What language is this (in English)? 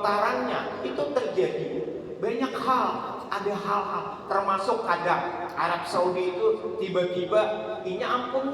Banjar